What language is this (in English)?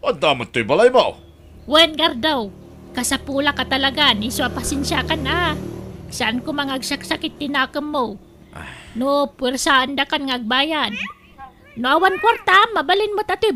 Iloko